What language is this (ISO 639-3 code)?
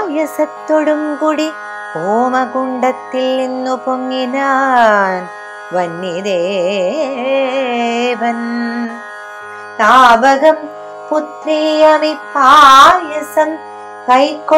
mal